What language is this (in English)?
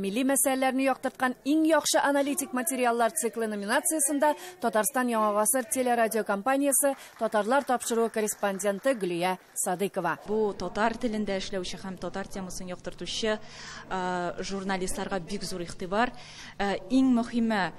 Tatar